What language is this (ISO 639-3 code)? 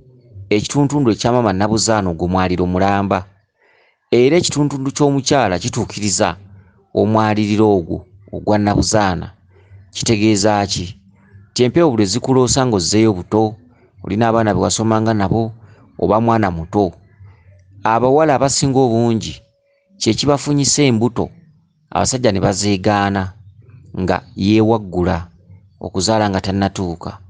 lug